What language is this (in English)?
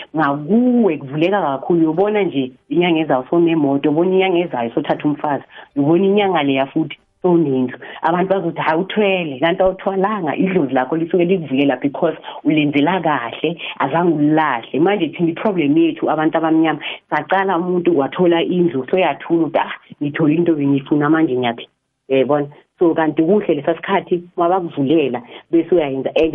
South Ndebele